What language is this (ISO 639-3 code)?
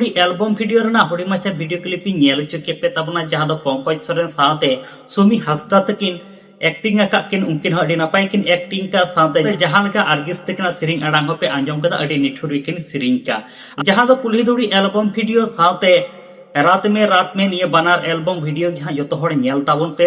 sat